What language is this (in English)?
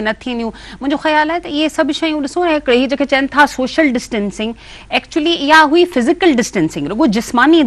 Sindhi